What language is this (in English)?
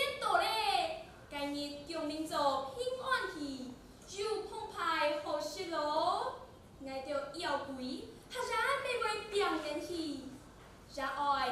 Hakka Chinese